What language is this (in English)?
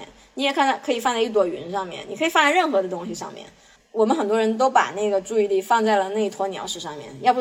Chinese